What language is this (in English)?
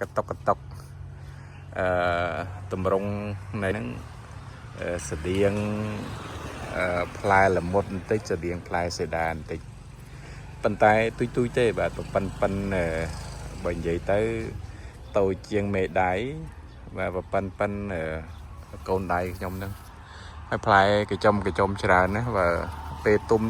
Khmer